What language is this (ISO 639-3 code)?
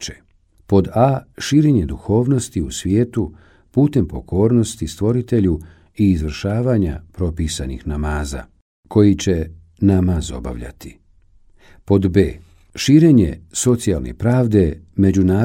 bos